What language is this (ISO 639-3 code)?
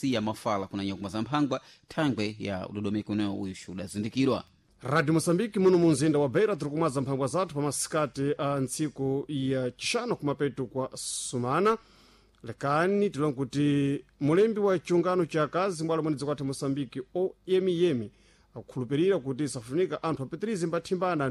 seh